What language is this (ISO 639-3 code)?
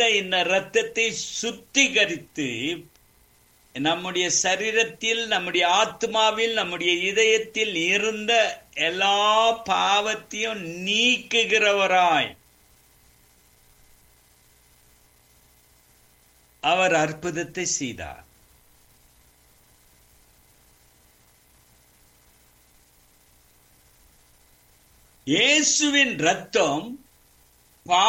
tam